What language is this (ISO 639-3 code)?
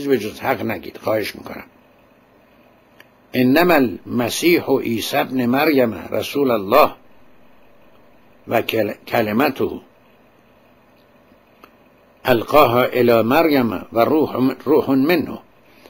fas